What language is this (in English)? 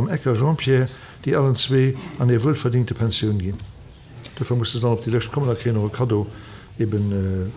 Luxembourgish